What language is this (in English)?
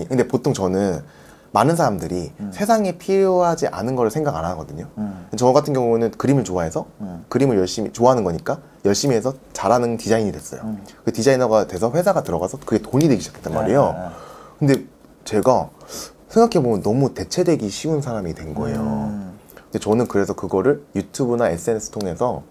Korean